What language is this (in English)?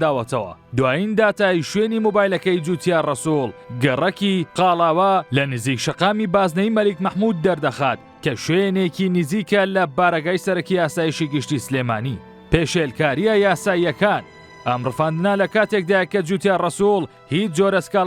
Central Kurdish